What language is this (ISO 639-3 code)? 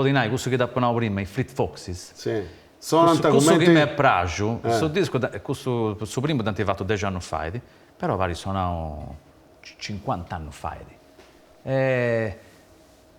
srd